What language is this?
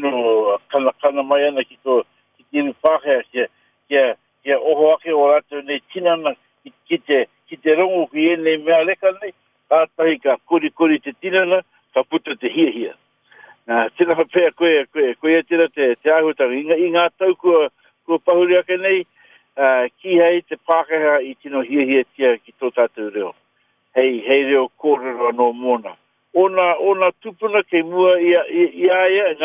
Māori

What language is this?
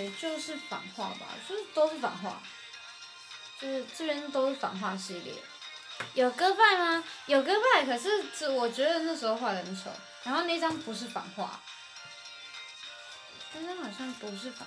Chinese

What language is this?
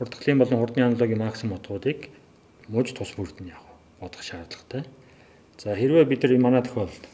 Mongolian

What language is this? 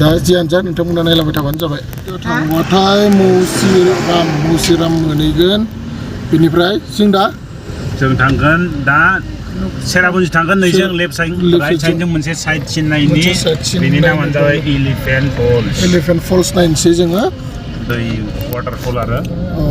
Bodo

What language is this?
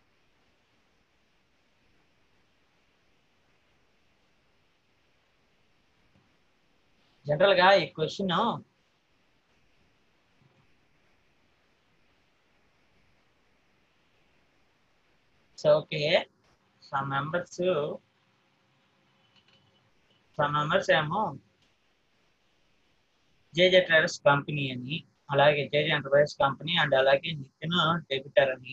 Telugu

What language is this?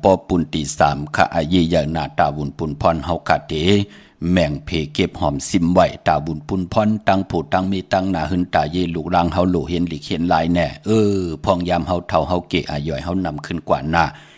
Shan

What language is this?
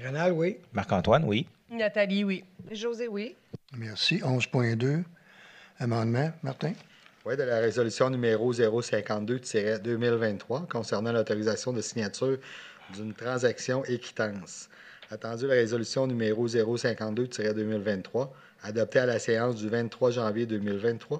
French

